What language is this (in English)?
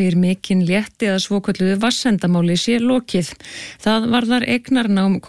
Icelandic